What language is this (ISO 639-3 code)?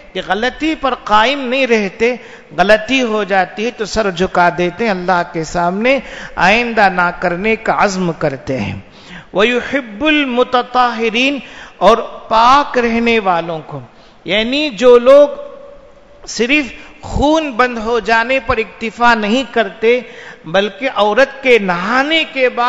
urd